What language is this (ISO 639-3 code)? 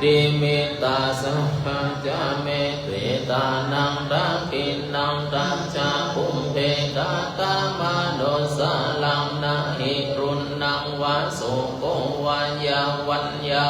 pli